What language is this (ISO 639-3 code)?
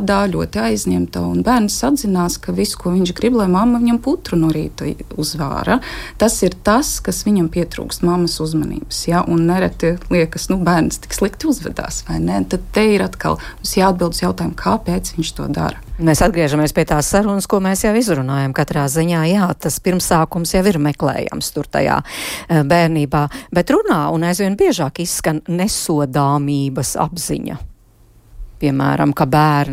lav